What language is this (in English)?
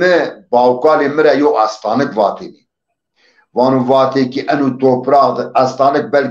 Zaza